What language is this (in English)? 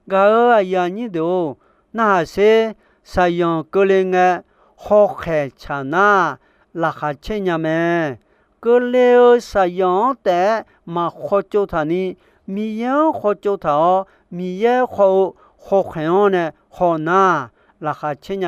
Akha